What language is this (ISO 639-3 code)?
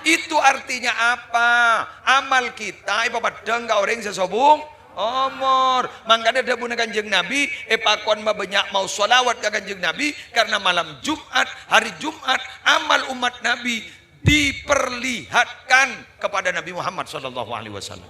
mad